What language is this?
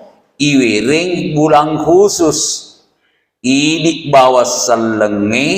Buginese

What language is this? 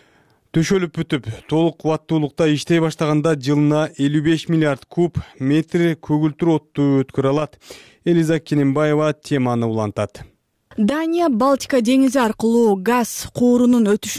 Kyrgyz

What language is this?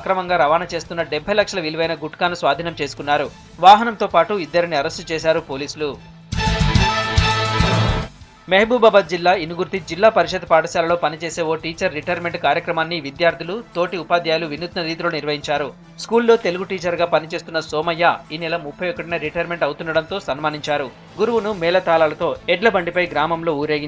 Telugu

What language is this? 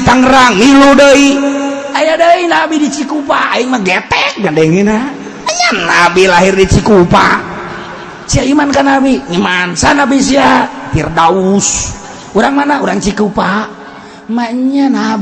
Sundanese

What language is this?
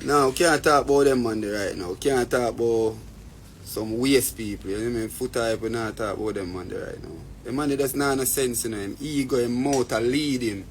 Jamaican Creole English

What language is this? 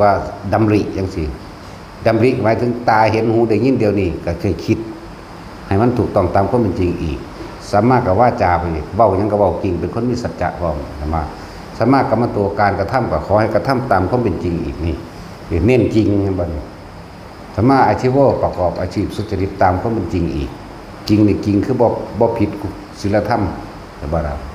Northeastern Thai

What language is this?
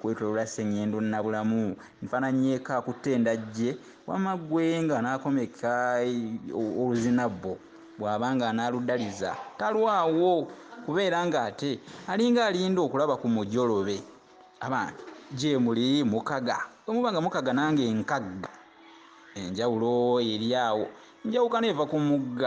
Ganda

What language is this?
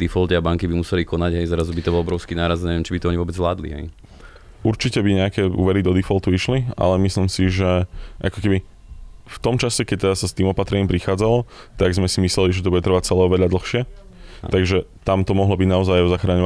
Slovak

